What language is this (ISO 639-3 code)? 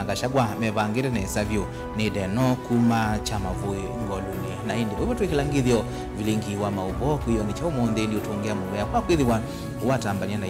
kam